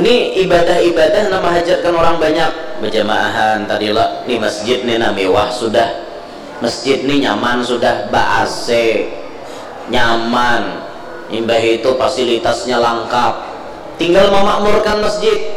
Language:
Banjar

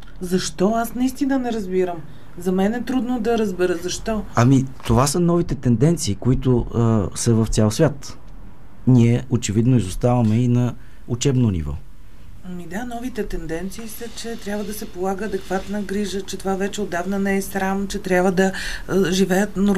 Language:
Bulgarian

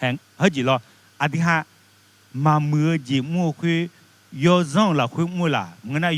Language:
Akha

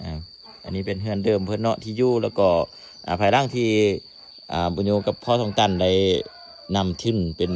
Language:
Lao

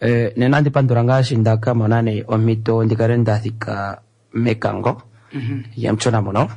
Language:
Kuanyama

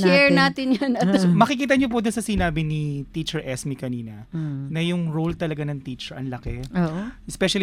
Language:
Filipino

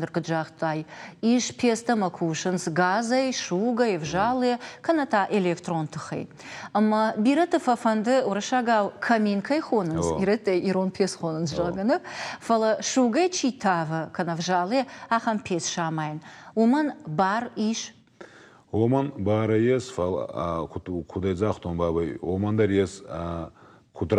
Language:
Ossetic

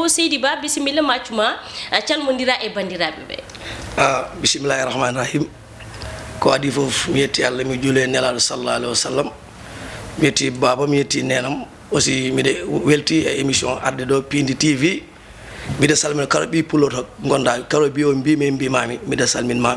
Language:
Fula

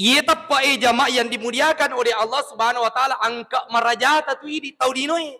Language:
Buginese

